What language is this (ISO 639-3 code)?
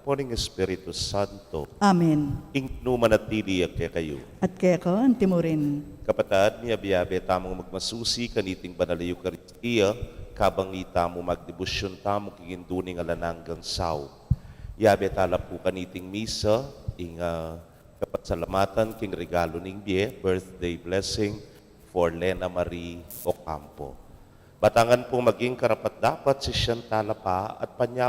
pam